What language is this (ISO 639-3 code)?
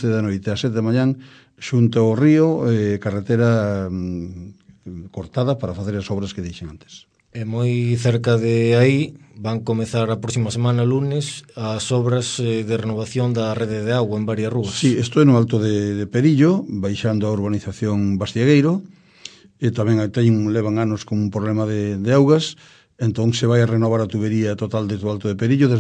glg